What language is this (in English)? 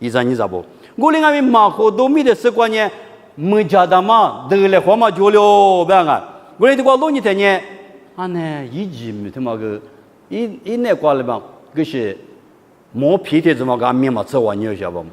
Lisu